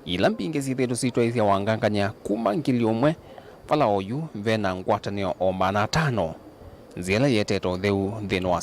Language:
Kamba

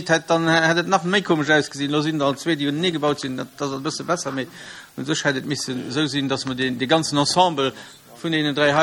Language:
Luxembourgish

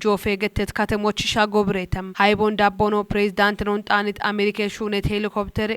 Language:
Kafa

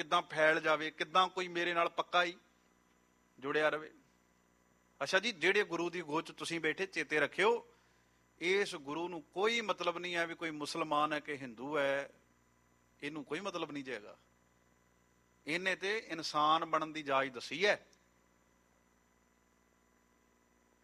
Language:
Punjabi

